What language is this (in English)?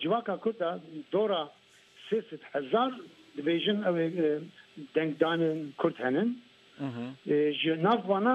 Kurdish